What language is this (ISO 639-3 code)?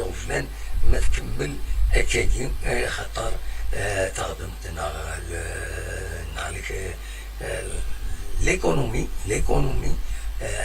kab